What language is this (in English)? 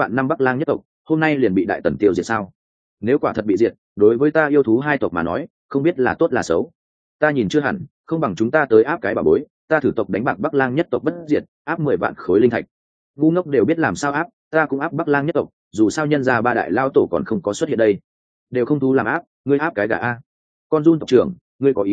Vietnamese